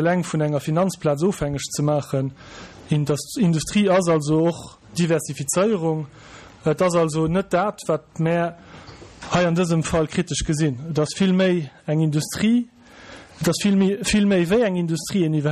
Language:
Luxembourgish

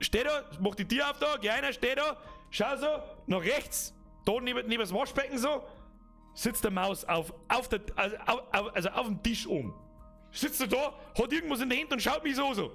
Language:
Bavarian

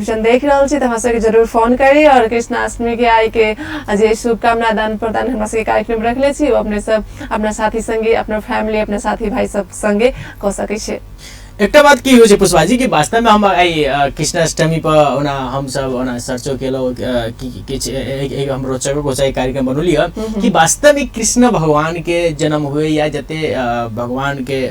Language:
Maithili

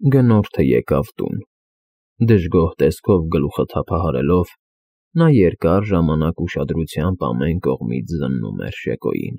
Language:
Armenian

